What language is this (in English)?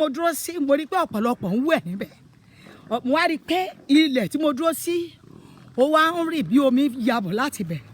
Yoruba